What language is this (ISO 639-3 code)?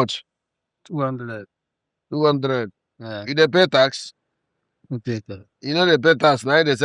pcm